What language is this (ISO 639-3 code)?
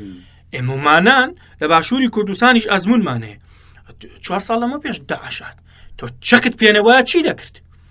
ckb